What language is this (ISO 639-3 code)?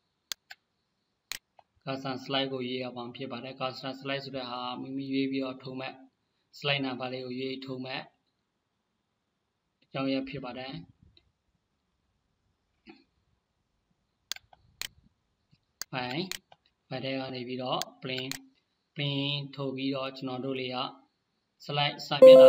mya